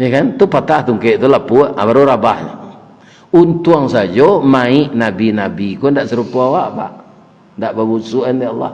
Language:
Minangkabau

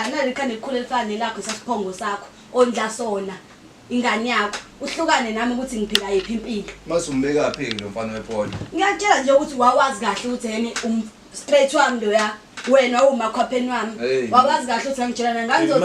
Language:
Zulu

